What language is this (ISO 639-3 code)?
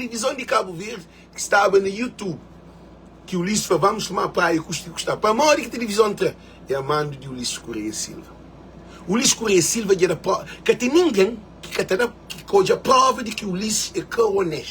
kea